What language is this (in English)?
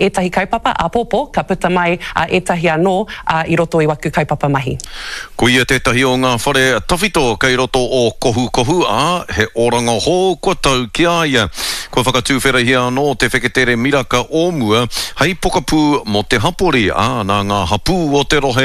Māori